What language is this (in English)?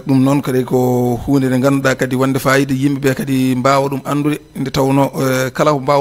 Fula